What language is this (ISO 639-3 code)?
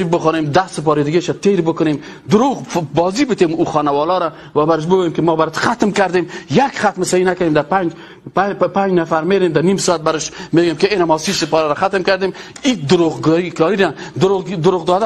fas